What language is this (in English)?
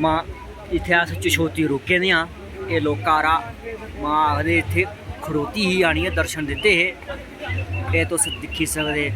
Dogri